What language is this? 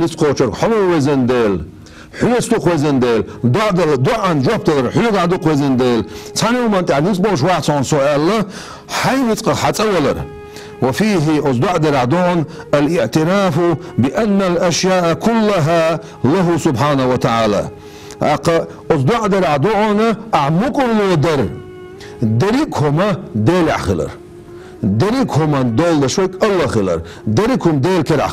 Chechen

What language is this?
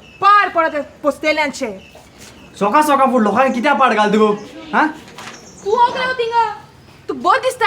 Konkani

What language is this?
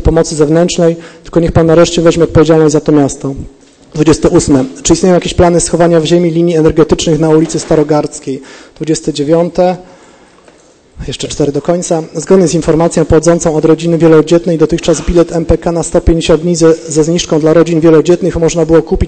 Polish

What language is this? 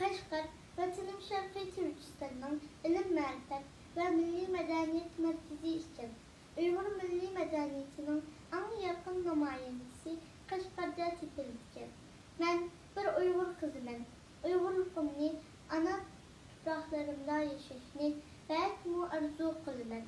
Uyghur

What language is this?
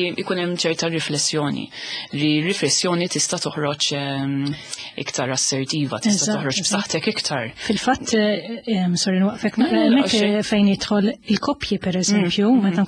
Maltese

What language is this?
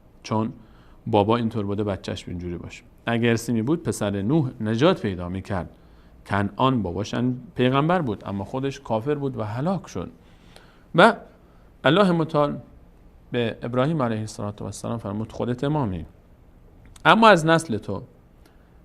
Persian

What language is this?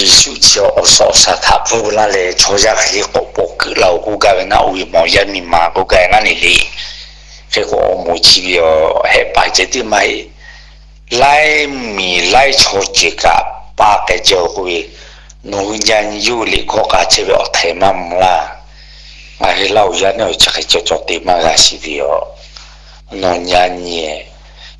Lahu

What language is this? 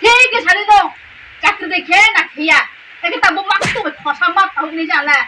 Riang (India)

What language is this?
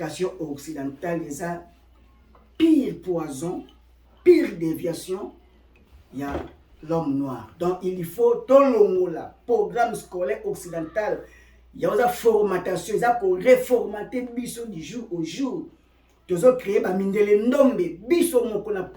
Lingala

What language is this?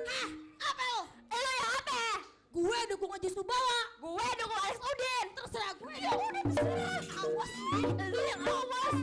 Betawi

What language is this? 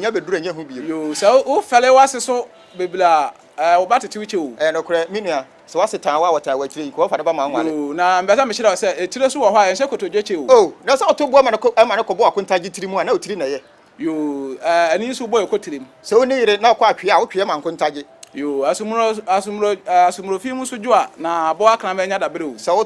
Akan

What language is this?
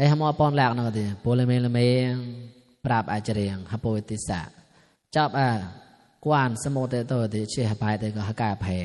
Mon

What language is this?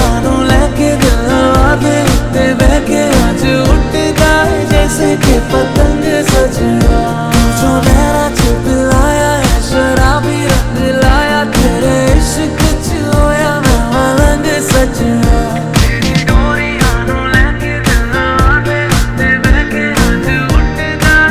Hindi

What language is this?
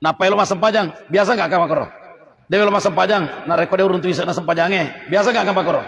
Buginese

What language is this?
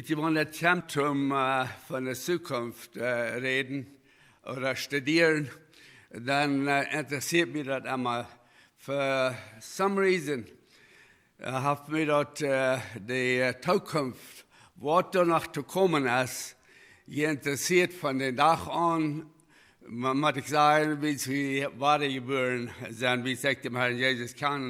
Plautdietsch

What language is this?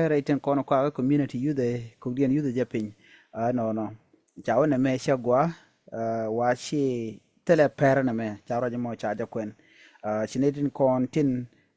Nuer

